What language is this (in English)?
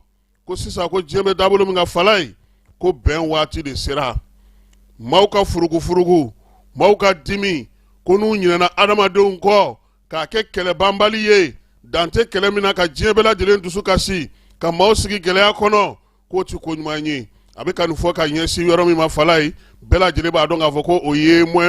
Bambara